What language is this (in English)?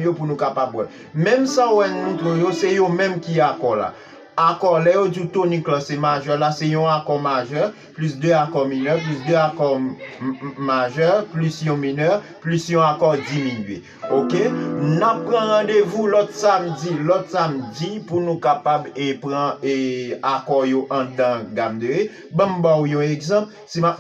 Haitian Creole